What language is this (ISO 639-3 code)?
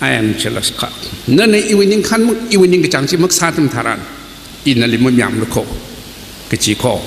nmf